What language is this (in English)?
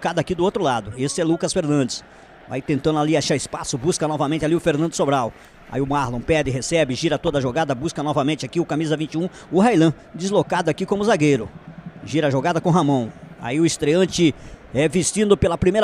Portuguese